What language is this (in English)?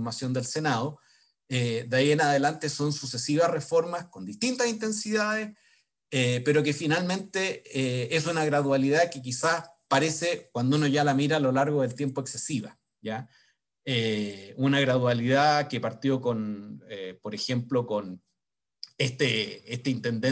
Spanish